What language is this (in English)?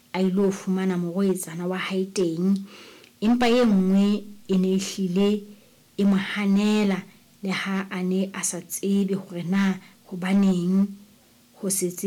Southern Sotho